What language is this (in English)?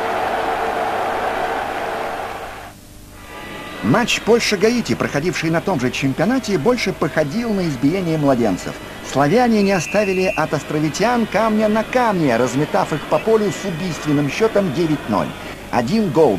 Russian